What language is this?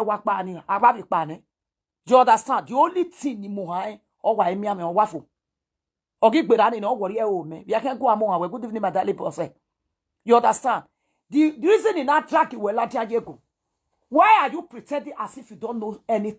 Nigerian Pidgin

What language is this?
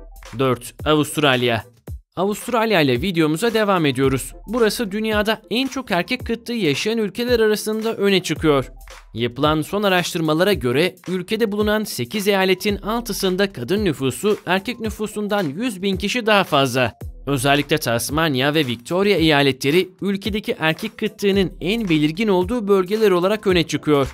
Turkish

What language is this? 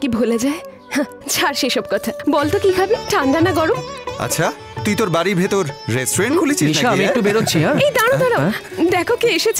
Bangla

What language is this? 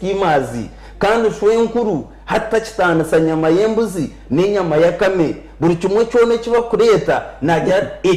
Nyankole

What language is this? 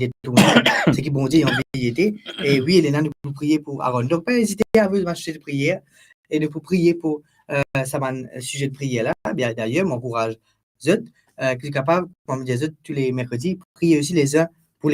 Morisyen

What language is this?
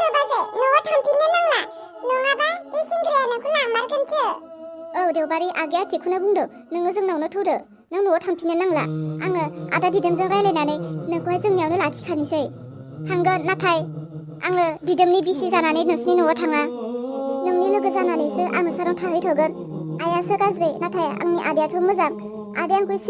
Bodo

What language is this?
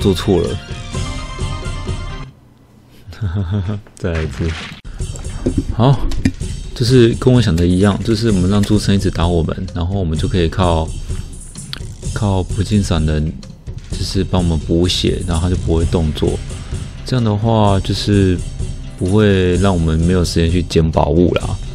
Chinese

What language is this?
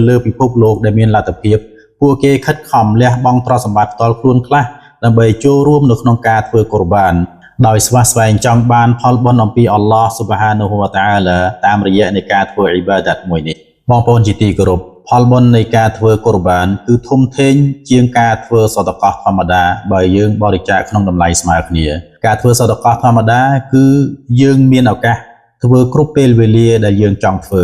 Khmer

